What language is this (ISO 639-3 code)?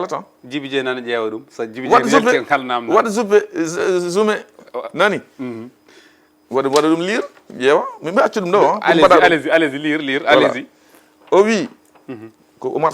ful